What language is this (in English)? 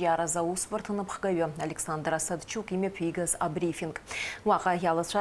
Abkhazian